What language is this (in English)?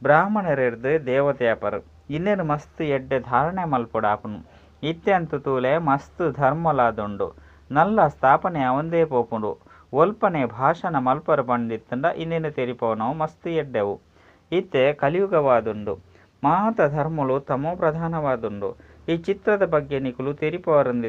Tulu